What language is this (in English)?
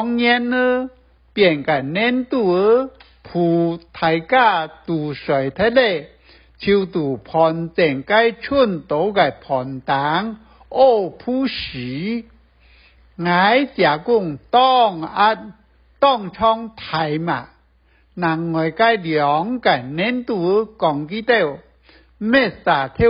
Hakka Chinese